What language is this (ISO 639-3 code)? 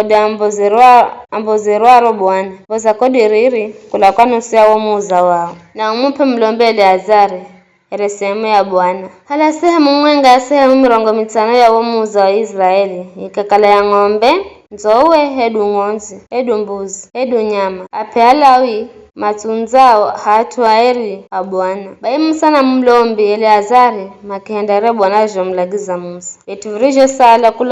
nyf